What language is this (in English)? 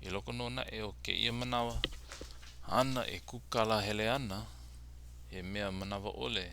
Hawaiian